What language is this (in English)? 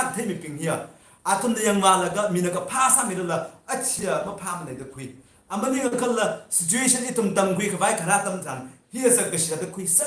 Tangkhul Naga (India)